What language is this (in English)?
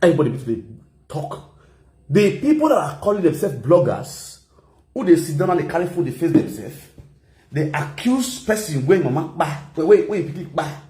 Nigerian Pidgin